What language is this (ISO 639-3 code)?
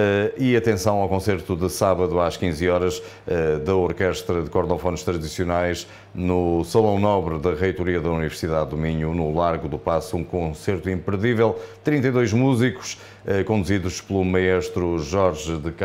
por